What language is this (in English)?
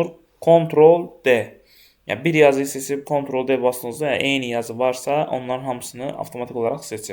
Azerbaijani